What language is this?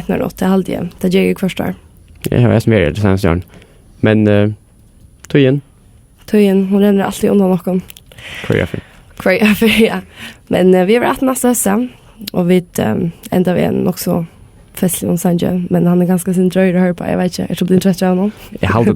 Faroese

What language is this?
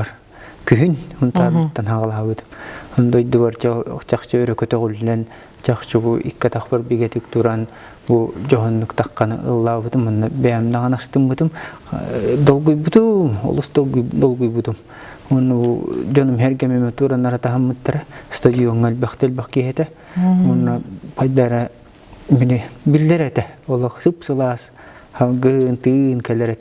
Yakut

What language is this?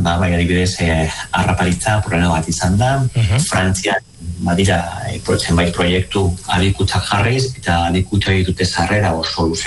Basque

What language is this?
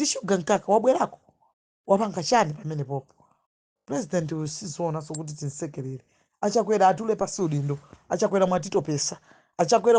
Nyanja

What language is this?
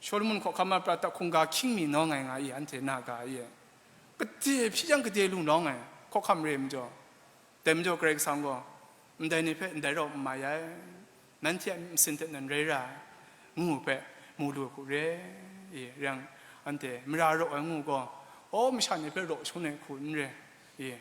Kachin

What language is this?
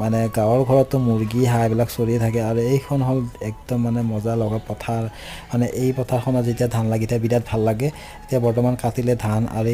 Assamese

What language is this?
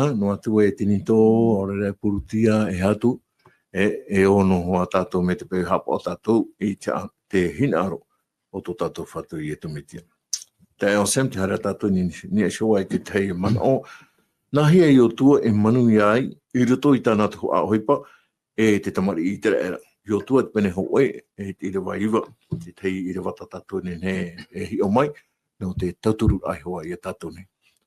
Tahitian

